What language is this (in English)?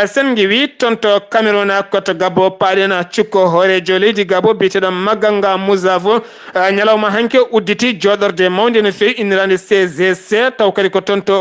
Fula